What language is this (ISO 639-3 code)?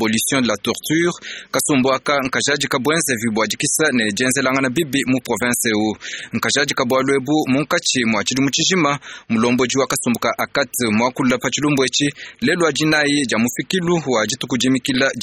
lua